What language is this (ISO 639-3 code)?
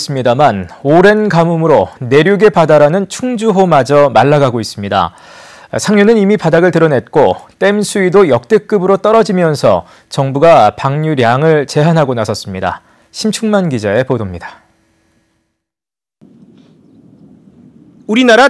kor